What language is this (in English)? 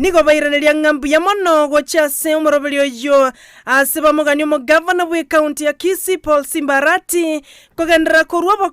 Gusii